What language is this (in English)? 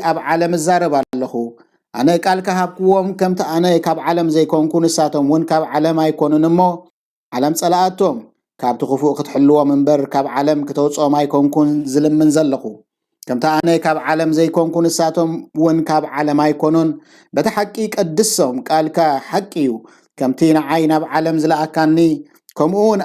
Tigrinya